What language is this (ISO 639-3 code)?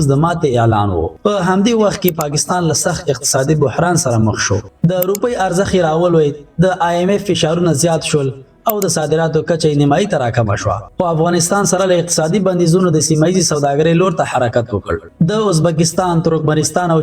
pus